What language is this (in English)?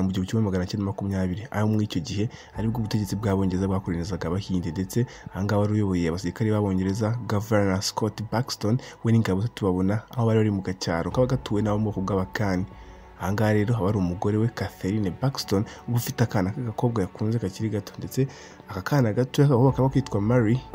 Kinyarwanda